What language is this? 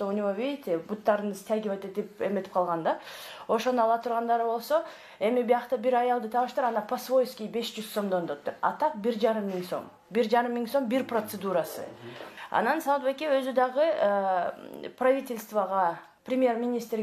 Kyrgyz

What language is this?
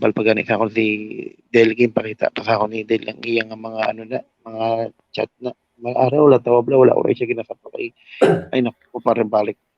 Hiligaynon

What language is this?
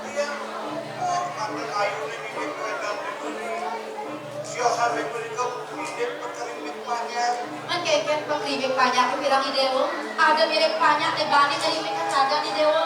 Balinese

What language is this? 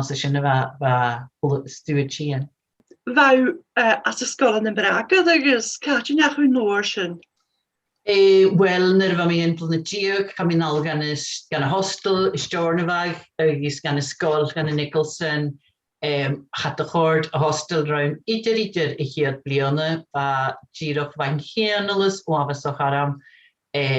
Scottish Gaelic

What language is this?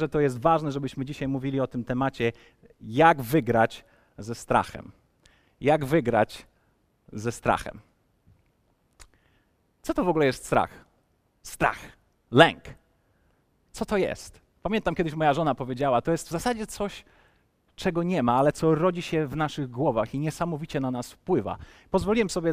Polish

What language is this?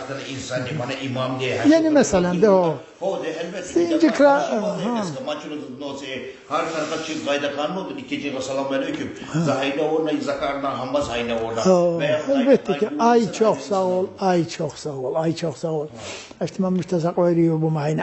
Tsakhur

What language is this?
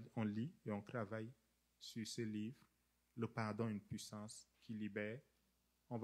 French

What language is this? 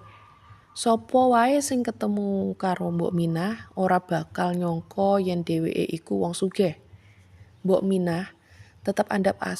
Javanese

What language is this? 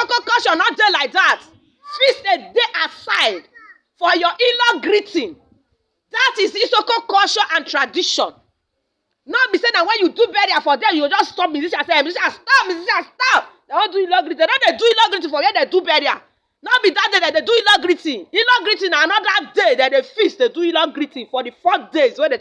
Nigerian Pidgin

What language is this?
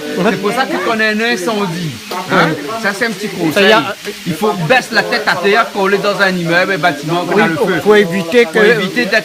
Réunion Creole French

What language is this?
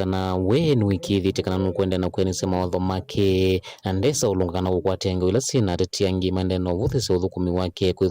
Kamba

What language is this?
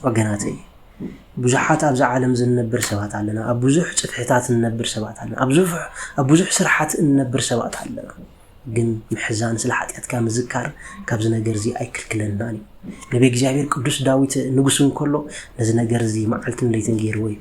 Tigrinya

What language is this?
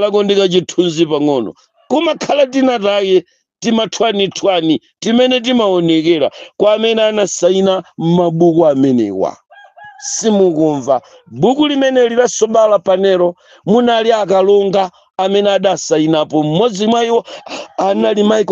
Nyanja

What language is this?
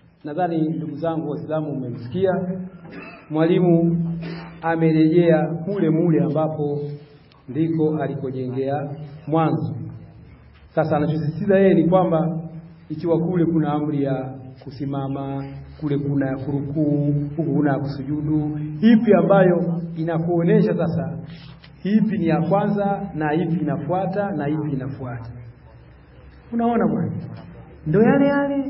Swahili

